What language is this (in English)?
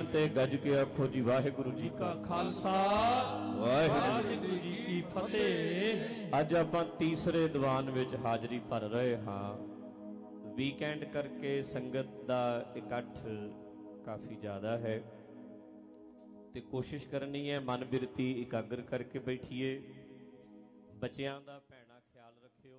Punjabi